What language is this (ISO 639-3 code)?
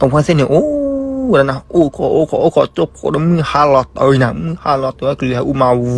ksw